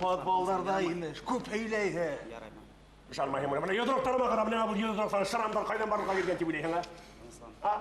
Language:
Bashkir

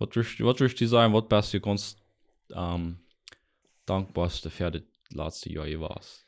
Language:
Plautdietsch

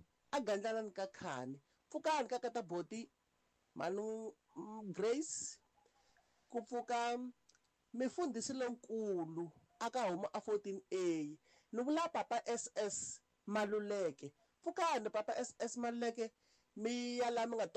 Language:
Tsonga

